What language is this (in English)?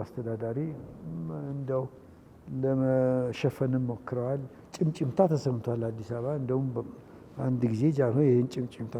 Amharic